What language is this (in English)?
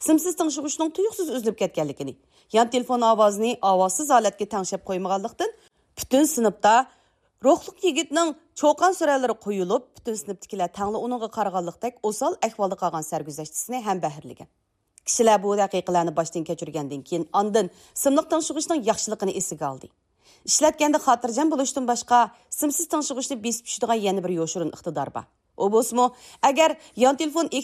Uyghur